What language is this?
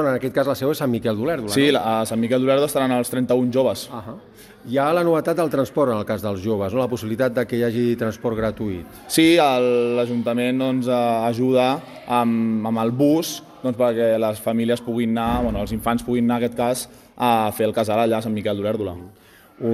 Catalan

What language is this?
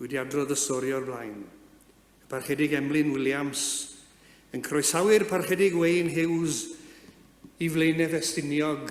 Welsh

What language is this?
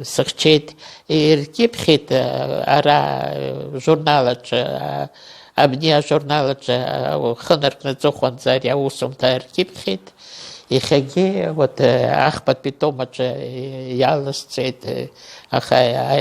Abkhazian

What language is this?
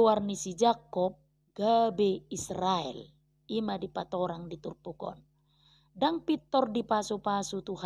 Batak Toba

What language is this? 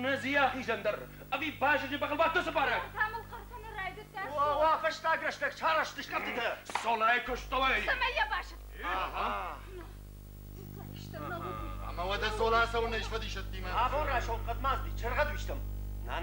Ossetic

